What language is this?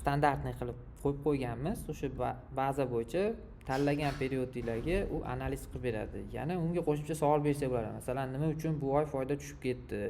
Uzbek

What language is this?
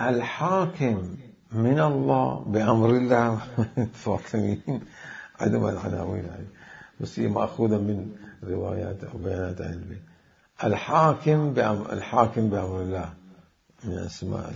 Mesopotamian Arabic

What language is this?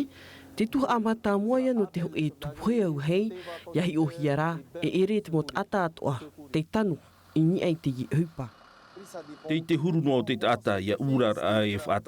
Tahitian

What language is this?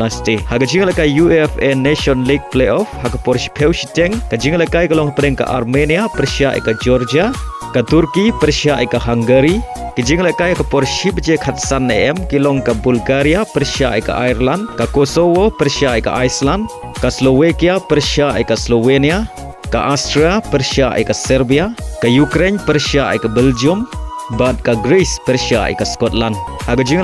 Khasi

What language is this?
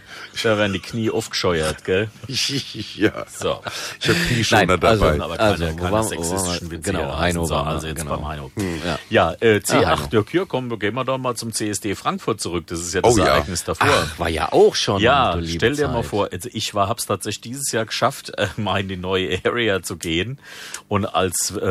German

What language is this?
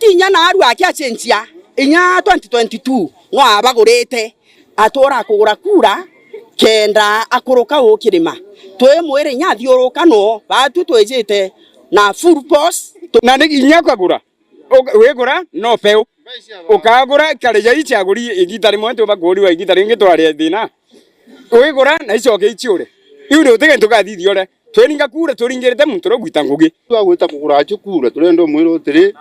Meru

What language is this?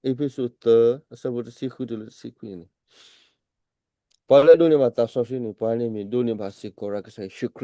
S'gaw Karen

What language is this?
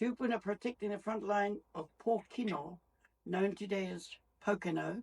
Māori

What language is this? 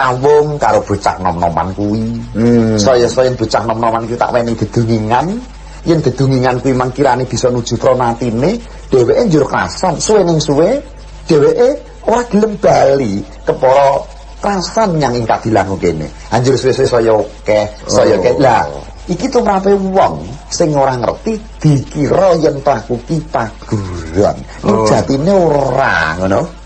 Javanese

